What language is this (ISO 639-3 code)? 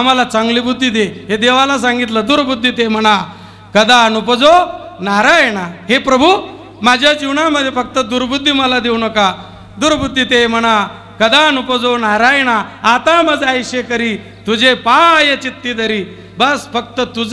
mar